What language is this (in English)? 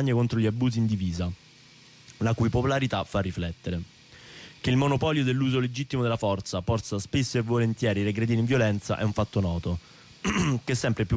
Italian